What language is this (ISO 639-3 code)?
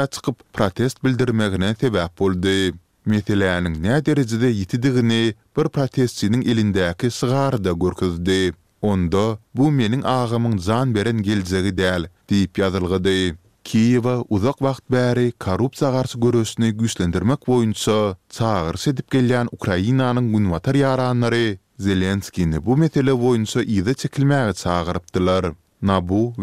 tuk